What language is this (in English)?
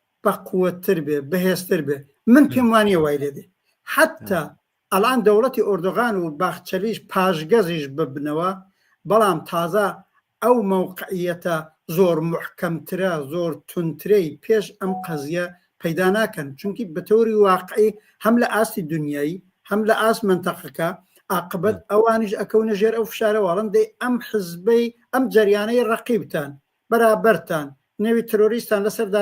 Central Kurdish